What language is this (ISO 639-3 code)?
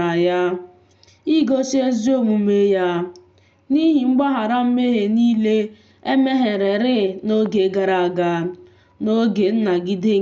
ibo